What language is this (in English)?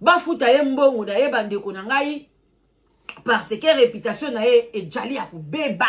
Lingala